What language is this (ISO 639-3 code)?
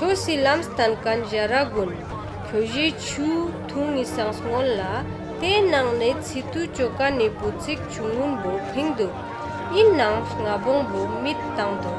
lbj